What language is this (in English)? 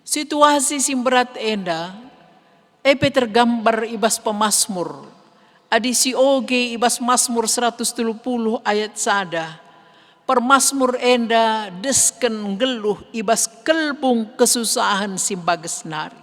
Batak Karo